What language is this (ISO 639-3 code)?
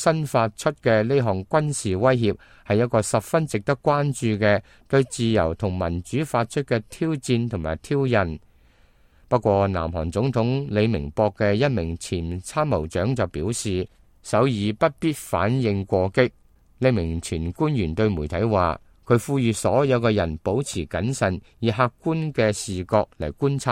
yue